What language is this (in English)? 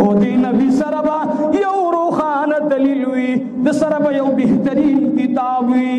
Pashto